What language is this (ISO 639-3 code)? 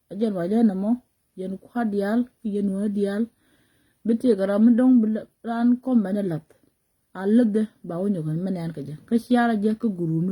nus